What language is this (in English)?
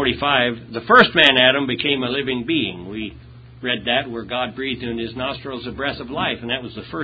English